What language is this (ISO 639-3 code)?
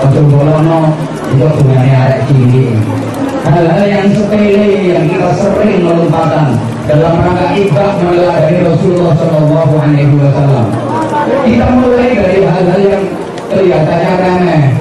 jav